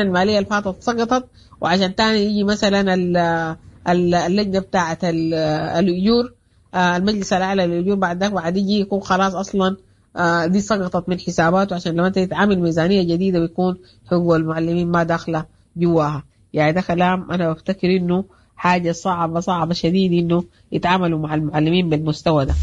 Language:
Sudanese Arabic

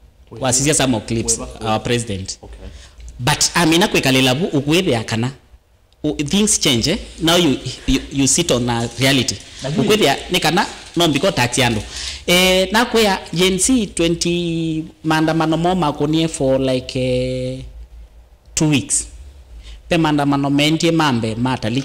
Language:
Kamba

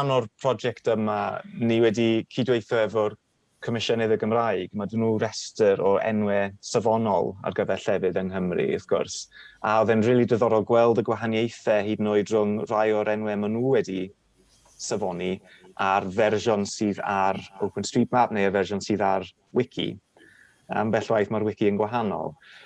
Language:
Welsh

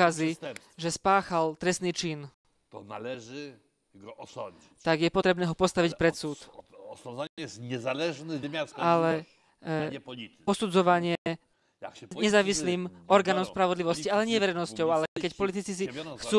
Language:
Slovak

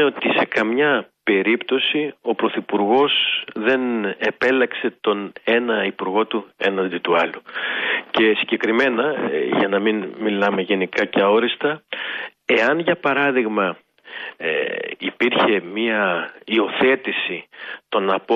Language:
Greek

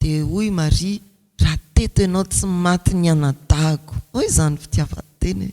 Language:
Malagasy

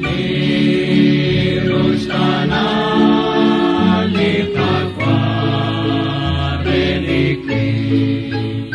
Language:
Kekchí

